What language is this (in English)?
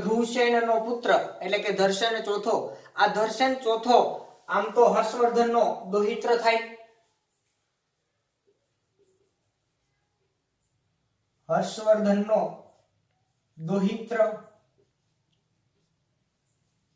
Gujarati